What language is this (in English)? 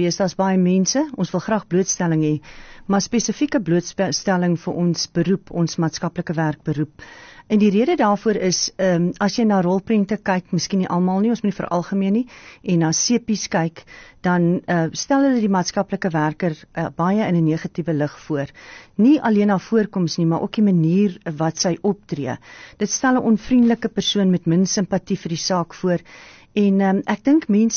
Afrikaans